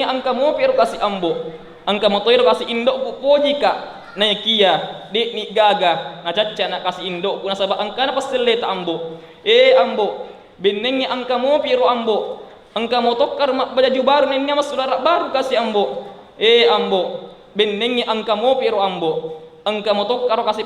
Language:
Buginese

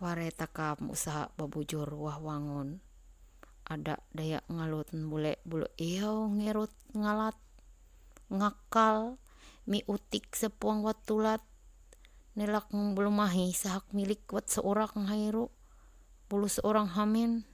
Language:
Ma'anyan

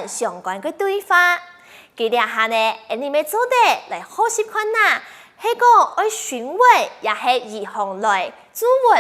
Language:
Hakka Chinese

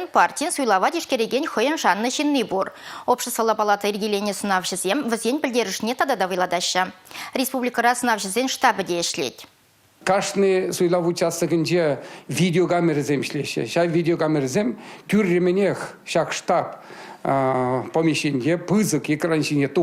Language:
Chuvash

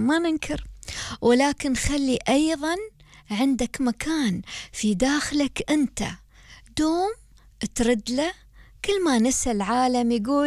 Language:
Gulf Arabic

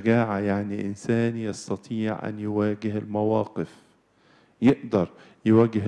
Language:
Arabic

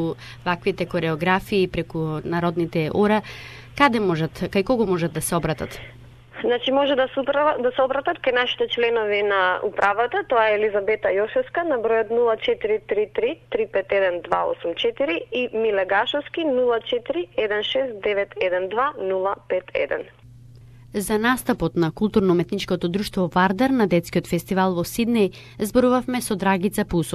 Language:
Macedonian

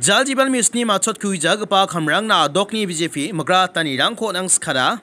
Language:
Garo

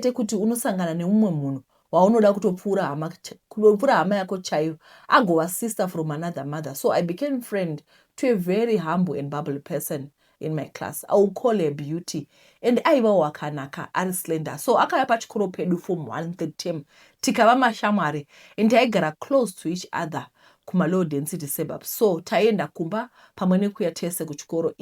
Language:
Shona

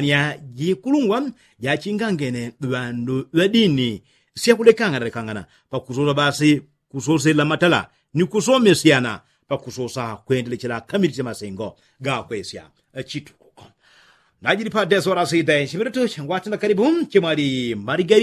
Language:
Yao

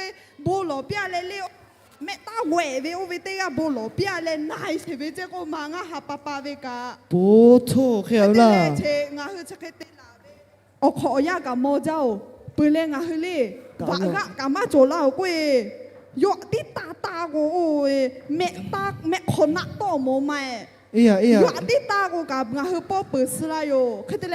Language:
Lahu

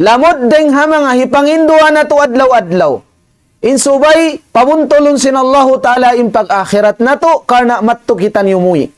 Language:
Tausug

